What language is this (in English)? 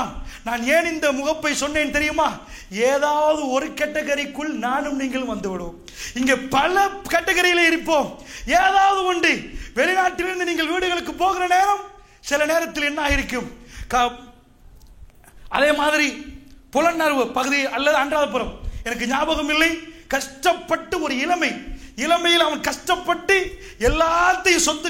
Tamil